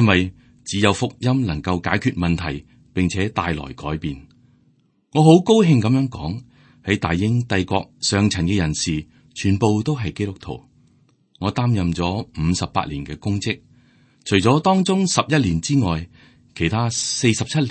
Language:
Cantonese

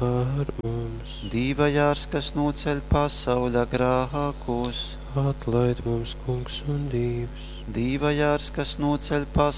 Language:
Latgalian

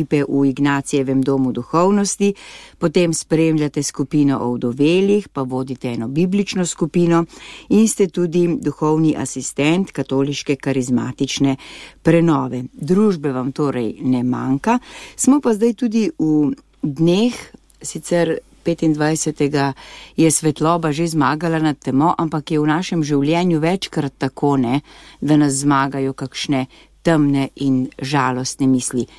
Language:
Slovenian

